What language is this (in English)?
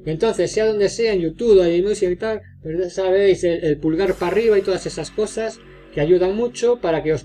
Spanish